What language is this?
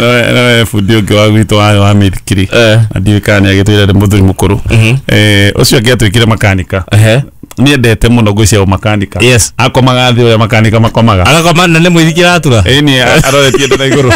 Kikuyu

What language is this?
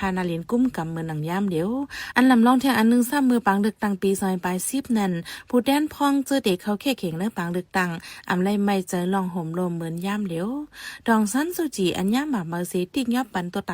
Shan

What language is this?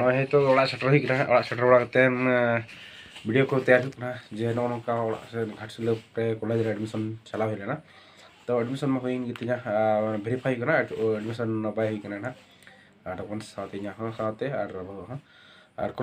Santali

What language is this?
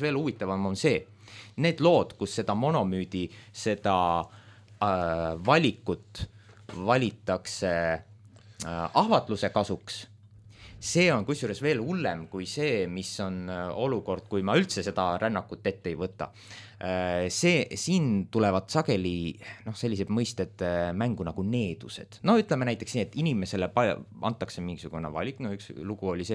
Estonian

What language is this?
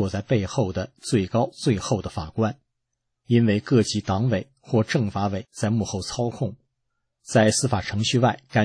Chinese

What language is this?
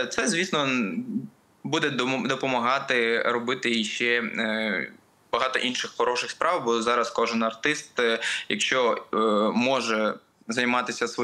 Ukrainian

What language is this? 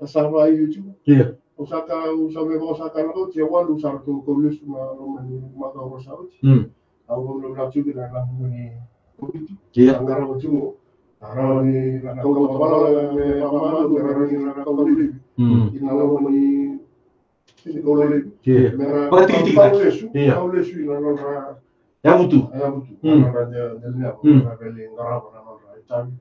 Fijian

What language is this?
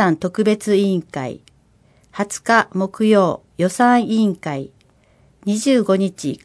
Japanese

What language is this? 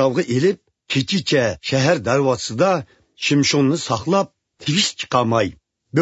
Uyghur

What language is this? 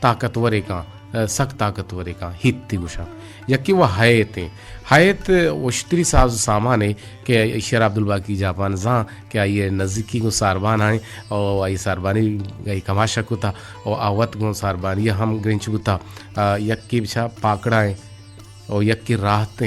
Eastern Balochi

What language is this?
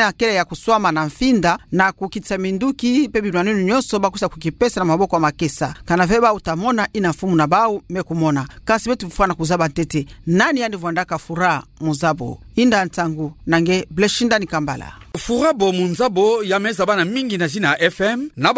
Kituba (Democratic Republic of Congo)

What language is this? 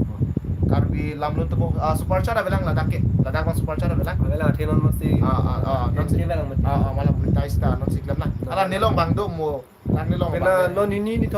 Karbi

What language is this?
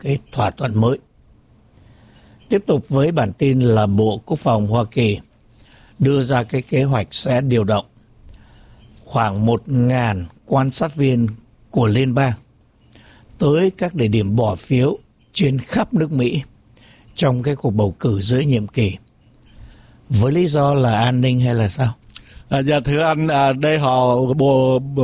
Vietnamese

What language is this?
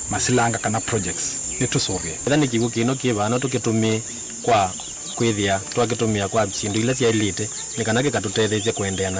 Kamba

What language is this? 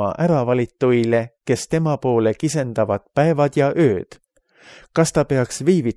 Estonian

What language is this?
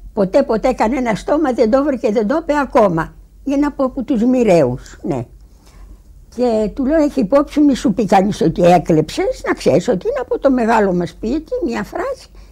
Greek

